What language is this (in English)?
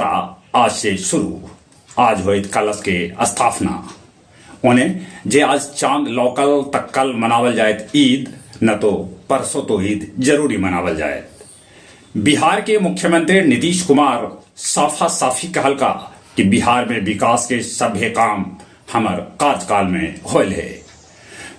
Magahi